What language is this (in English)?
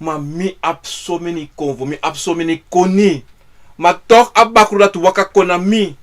Sranan Tongo